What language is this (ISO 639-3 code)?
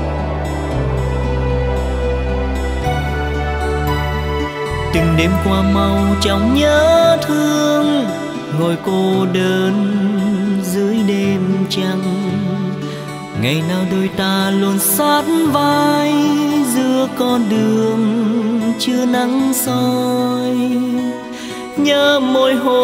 vie